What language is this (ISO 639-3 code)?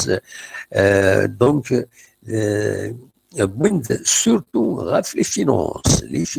kab